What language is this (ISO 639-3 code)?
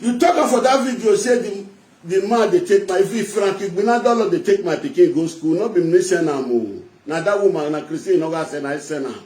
pcm